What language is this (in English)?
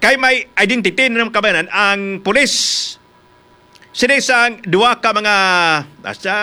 Hiligaynon